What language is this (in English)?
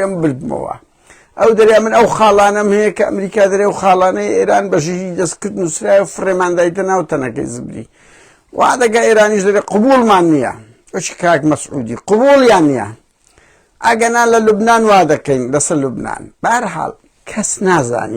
Central Kurdish